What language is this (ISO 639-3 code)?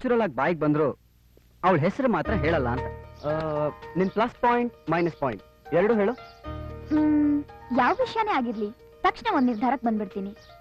kan